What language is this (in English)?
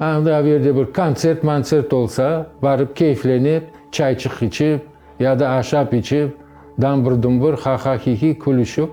Crimean Tatar